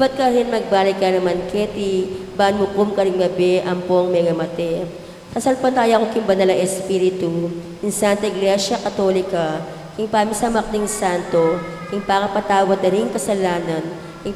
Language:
Pampanga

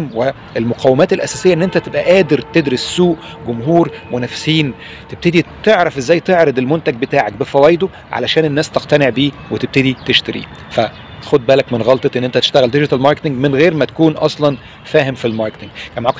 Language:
Egyptian Arabic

